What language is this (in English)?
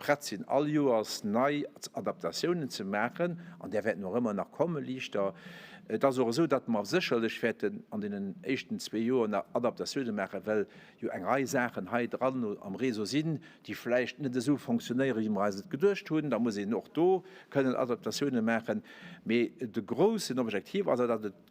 Luxembourgish